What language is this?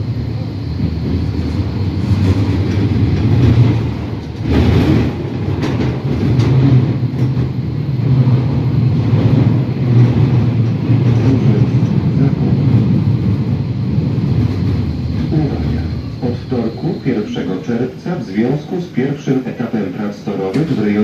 Polish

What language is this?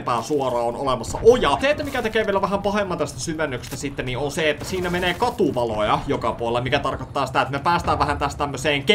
Finnish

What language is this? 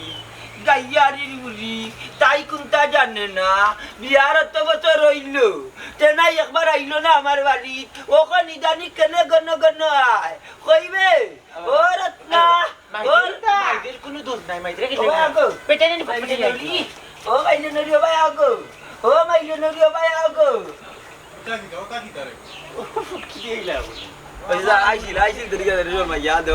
Sylheti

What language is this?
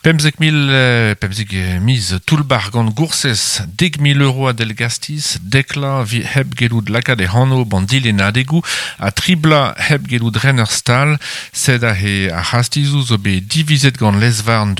Breton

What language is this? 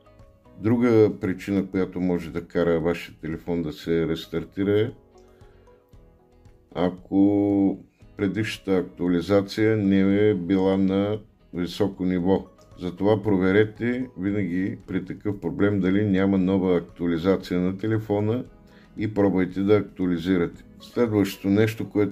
Bulgarian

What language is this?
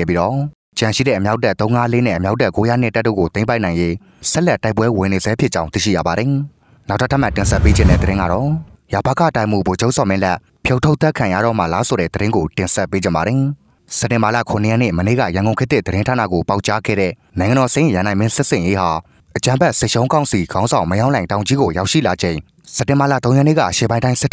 Burmese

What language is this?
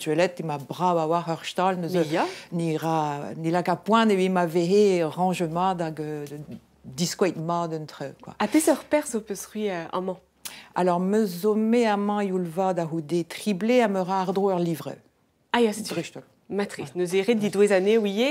Breton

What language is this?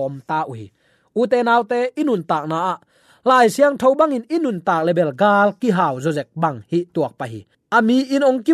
Tedim Chin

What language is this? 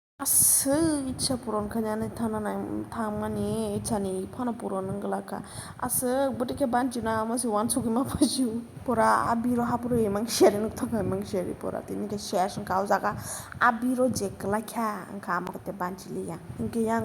Kok Borok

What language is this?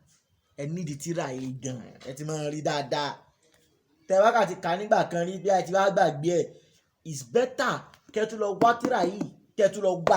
Yoruba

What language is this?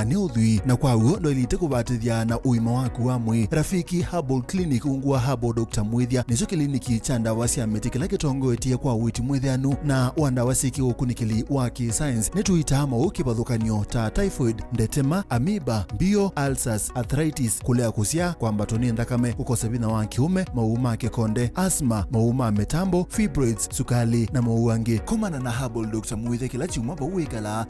Kamba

